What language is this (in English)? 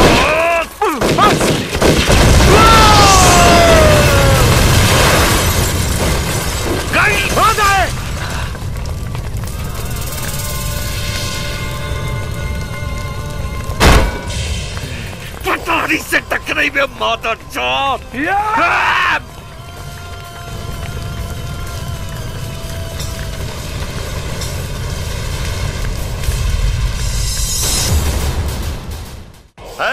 Bhojpuri